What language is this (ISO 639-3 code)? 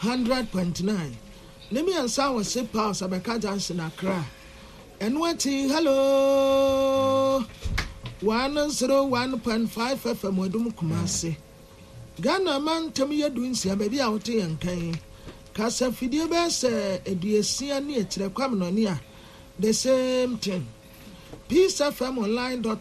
aka